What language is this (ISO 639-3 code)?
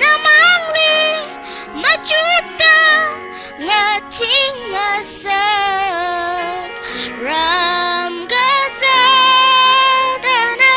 nmf